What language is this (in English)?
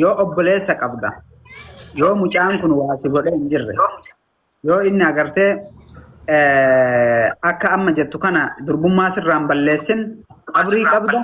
Oromo